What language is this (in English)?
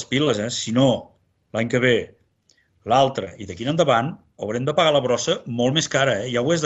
Catalan